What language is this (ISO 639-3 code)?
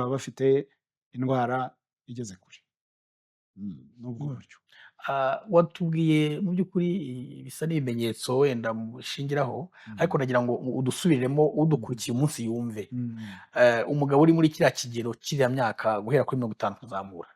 kin